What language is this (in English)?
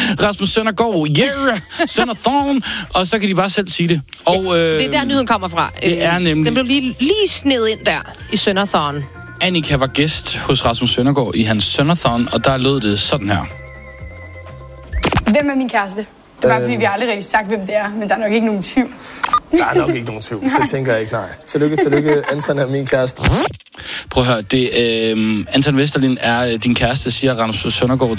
Danish